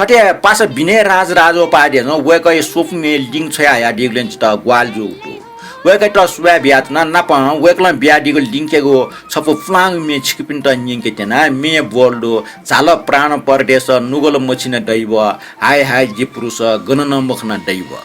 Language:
Newari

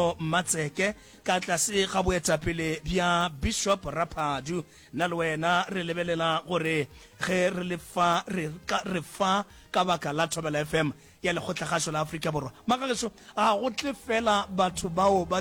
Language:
Northern Sotho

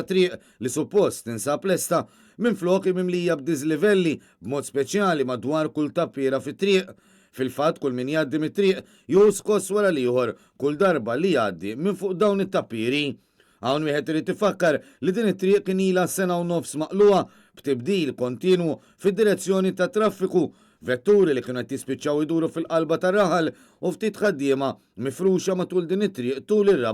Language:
Maltese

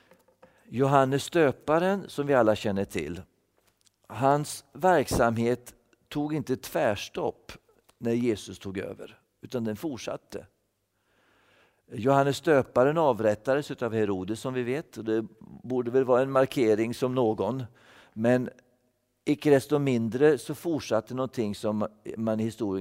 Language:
Swedish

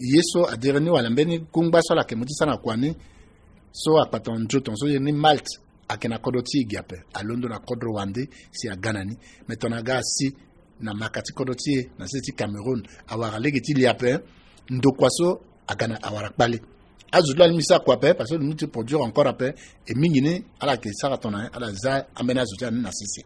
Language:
Sango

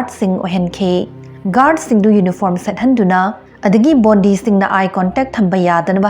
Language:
Manipuri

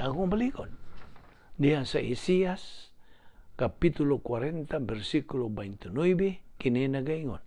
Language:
Cebuano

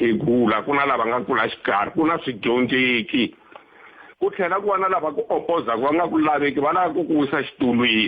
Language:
Tsonga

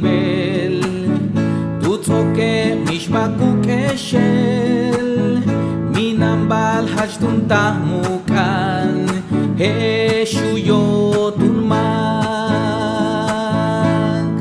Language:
Yucateco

